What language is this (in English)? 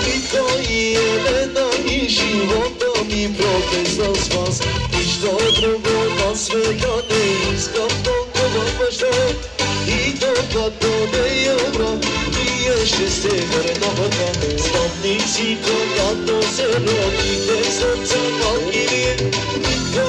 Bulgarian